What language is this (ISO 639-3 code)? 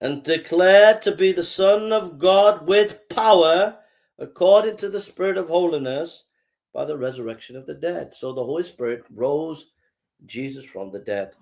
eng